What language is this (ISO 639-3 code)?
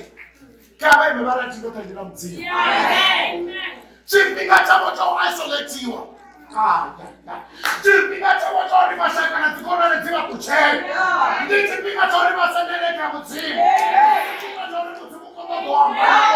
ven